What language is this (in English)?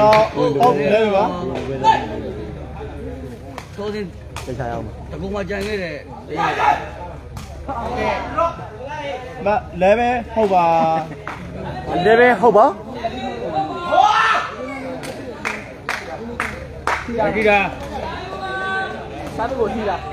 Burmese